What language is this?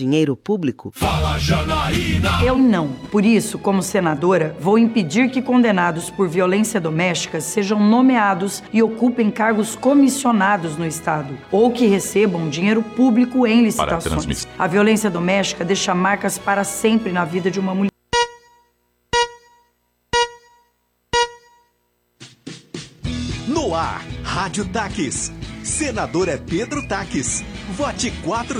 Portuguese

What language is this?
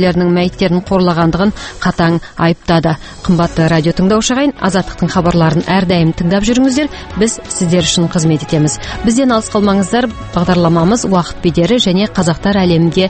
Kazakh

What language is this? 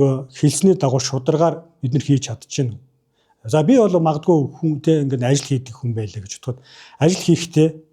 Mongolian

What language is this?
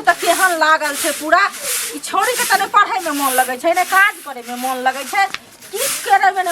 Maithili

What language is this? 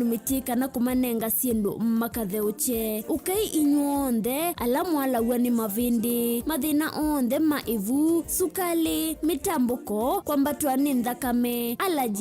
Kamba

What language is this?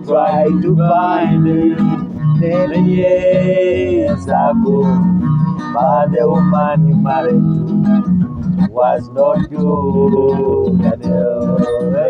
Nyoro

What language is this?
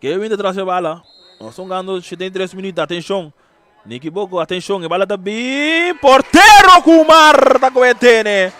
Papiamento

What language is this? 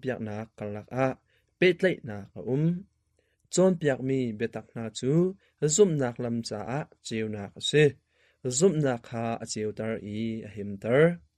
Hakha Chin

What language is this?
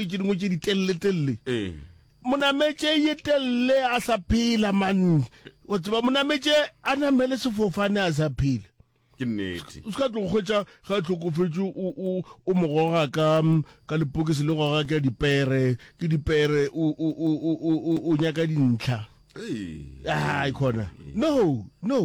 Northern Sotho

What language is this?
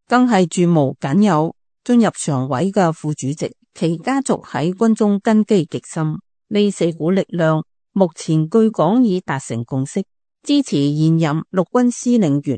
Cantonese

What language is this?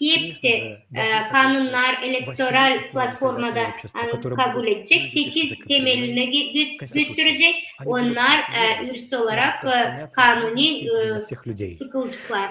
Gagauz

